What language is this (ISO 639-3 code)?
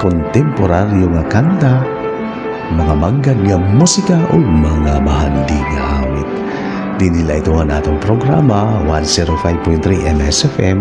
war